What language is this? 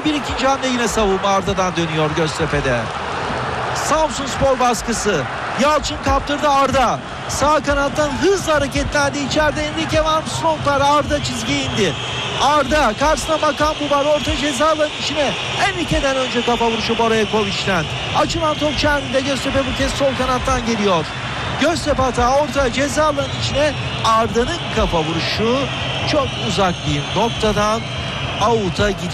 Turkish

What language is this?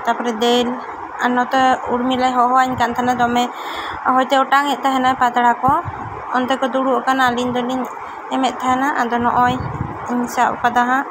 Santali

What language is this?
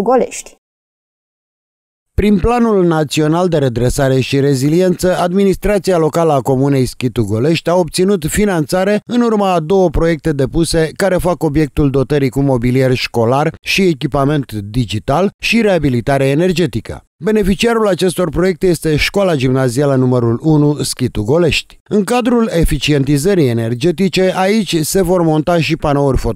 Romanian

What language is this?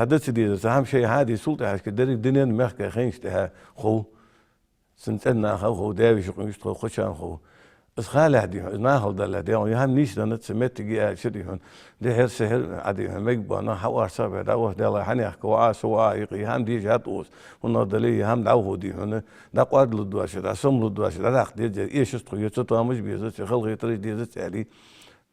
Ingush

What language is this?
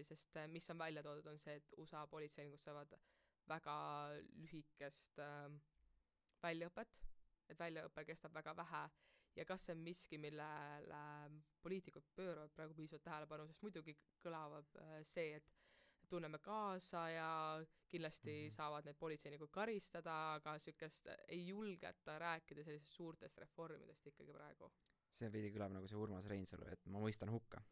Estonian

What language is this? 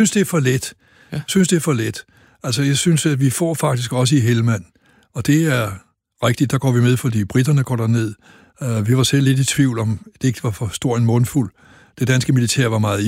Danish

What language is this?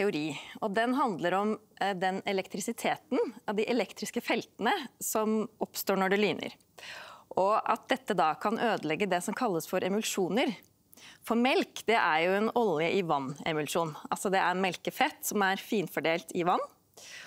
Norwegian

